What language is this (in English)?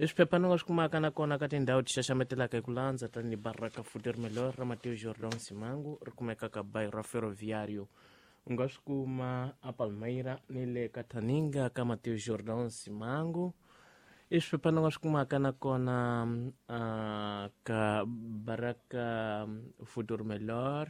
Tsonga